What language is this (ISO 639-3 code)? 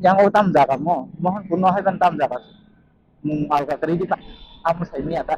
trp